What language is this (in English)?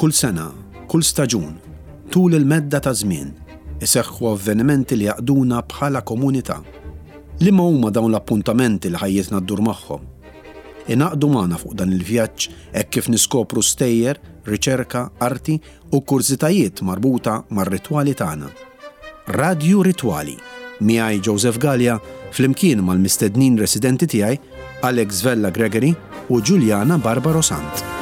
Maltese